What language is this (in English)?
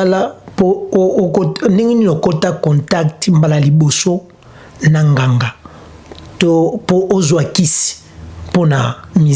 Lingala